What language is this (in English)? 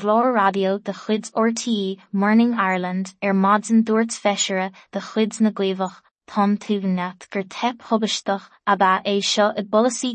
Irish